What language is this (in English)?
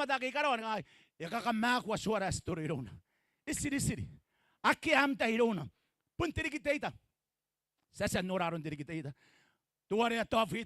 Gilbertese